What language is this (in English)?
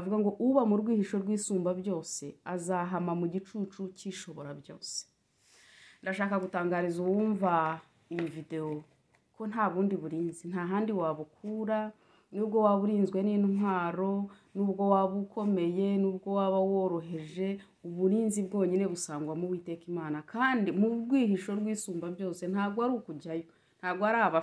Kinyarwanda